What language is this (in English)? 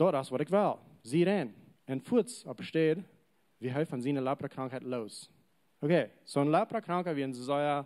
Plautdietsch